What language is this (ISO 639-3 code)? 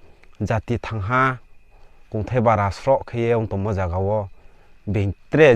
ria